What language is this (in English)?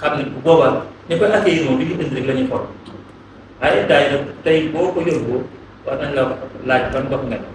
Wolof